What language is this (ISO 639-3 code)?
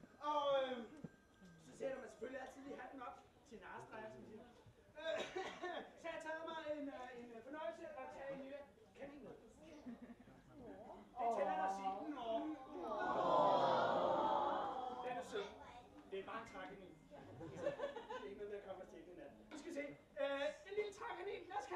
dan